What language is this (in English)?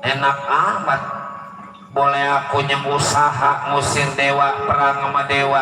Betawi